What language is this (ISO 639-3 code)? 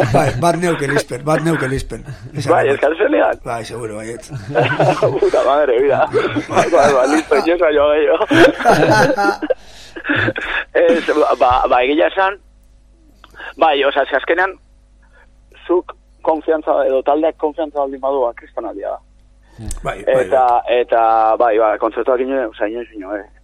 eus